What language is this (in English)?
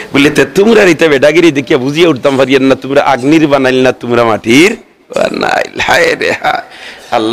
Sylheti